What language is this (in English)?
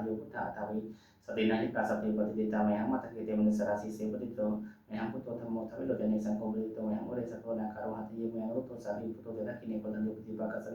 Pali